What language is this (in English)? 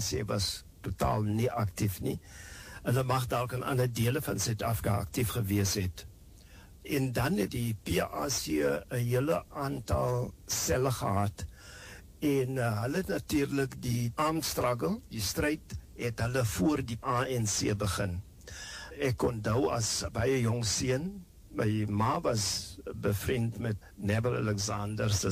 Afrikaans